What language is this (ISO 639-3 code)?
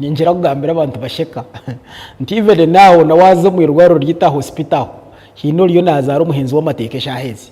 nyn